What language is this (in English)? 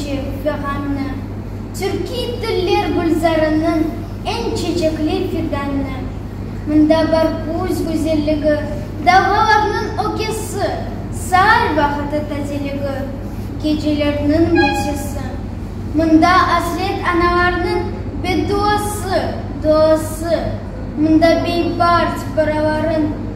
Crimean Tatar